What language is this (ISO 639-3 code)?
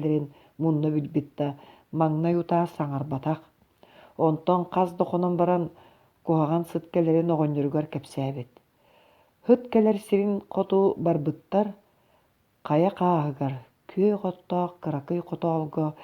sah